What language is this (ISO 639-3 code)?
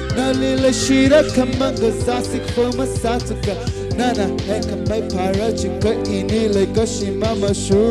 nmf